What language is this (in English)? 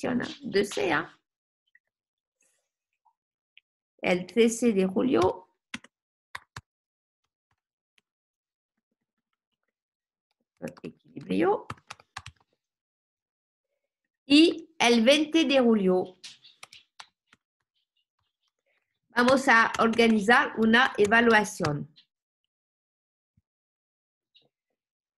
Spanish